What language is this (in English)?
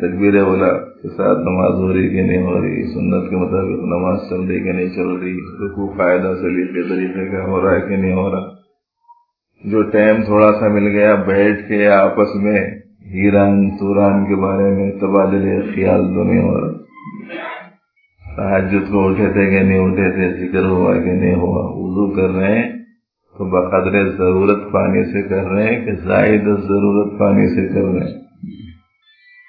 Urdu